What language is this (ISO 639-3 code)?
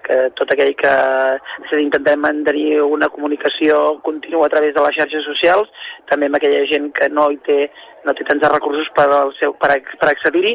cat